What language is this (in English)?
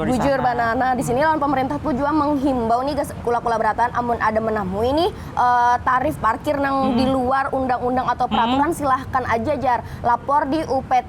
Banjar